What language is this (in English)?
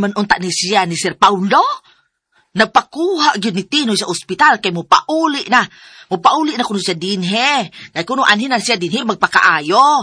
Cebuano